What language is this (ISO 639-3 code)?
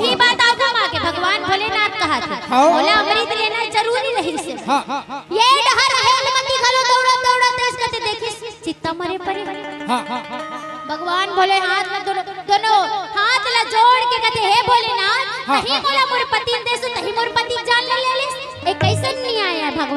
hne